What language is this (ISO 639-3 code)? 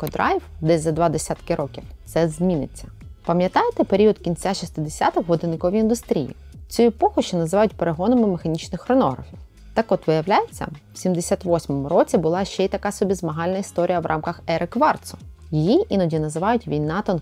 ukr